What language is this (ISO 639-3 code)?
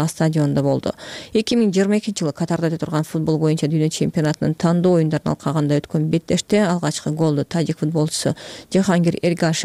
kir